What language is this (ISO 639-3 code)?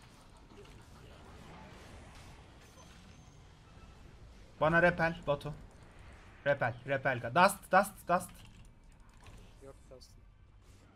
tur